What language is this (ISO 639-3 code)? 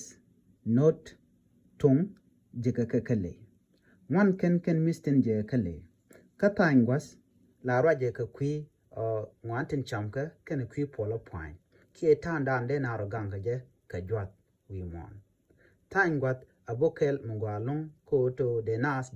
nus